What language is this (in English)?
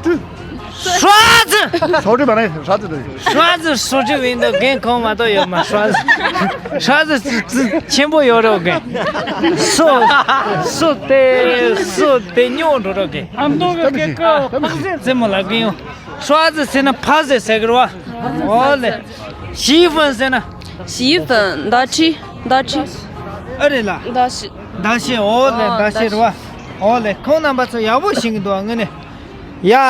Tibetan